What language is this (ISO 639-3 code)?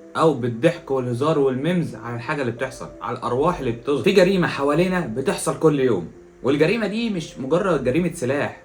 arz